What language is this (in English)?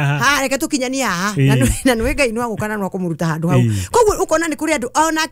Kikuyu